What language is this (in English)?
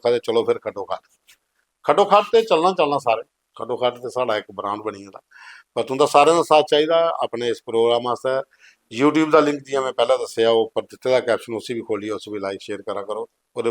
Dogri